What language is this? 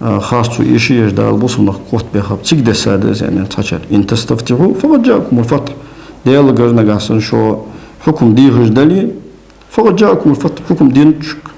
Ingush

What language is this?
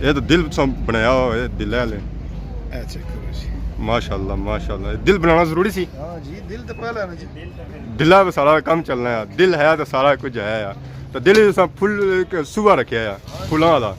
Pahari-Potwari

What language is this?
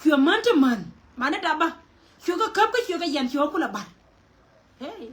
Nuer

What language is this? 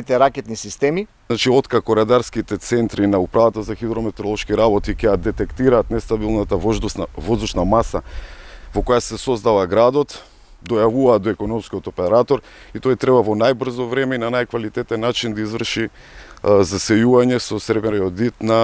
Macedonian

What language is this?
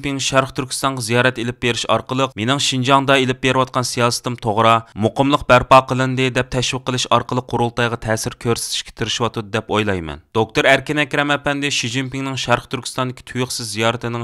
Uyghur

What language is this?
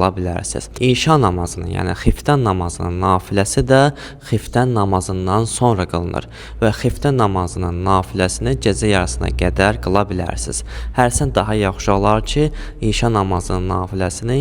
Azerbaijani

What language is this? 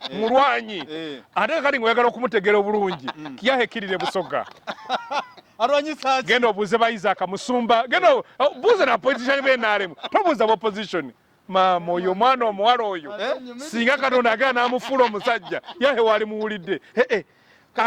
Ganda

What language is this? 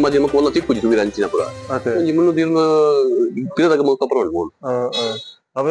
Tulu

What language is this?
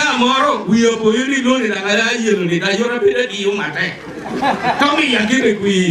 Acoli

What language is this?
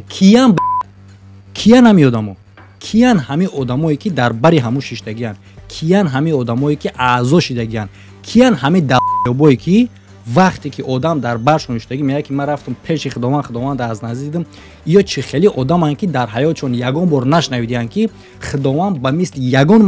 Tajik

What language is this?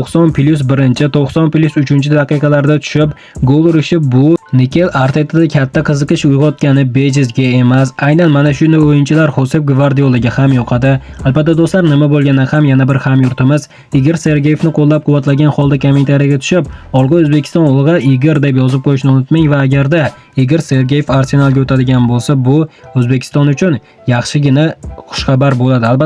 Uzbek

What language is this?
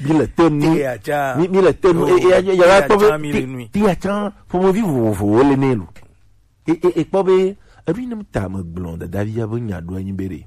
Gen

